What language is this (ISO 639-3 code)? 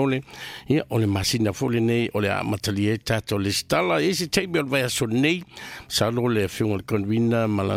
smo